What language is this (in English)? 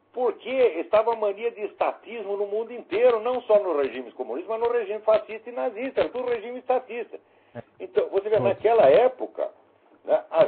Portuguese